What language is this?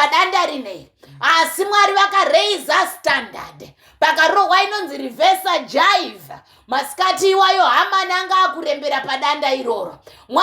Shona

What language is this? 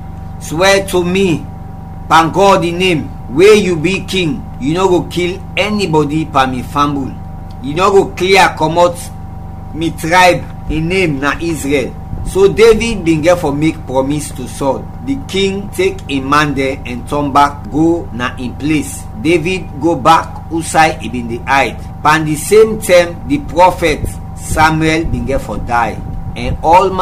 Krio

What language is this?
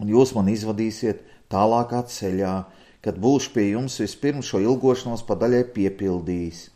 Latvian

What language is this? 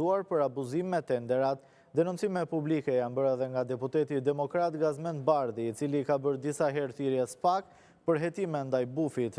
Albanian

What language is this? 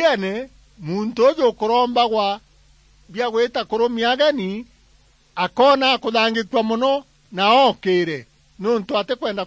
Meru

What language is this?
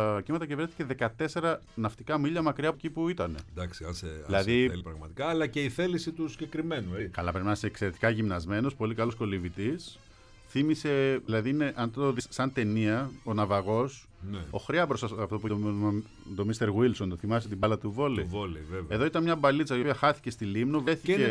Greek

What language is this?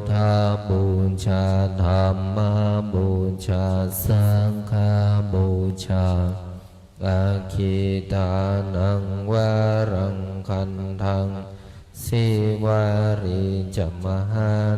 Pali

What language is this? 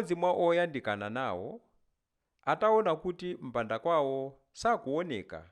Nyanja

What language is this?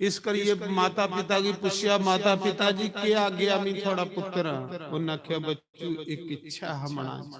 Dogri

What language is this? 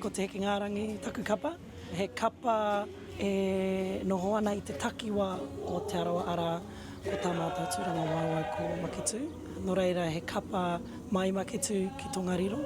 Māori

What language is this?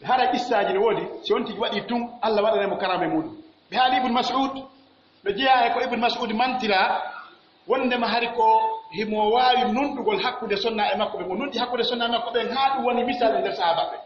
Pular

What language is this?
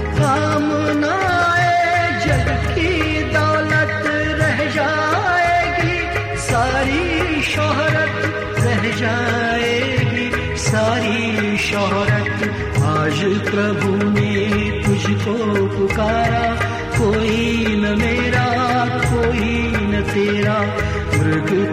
Marathi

